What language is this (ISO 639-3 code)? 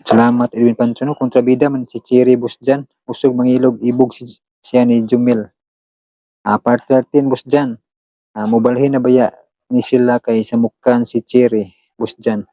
ceb